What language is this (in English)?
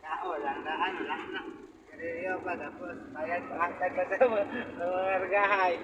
Cebuano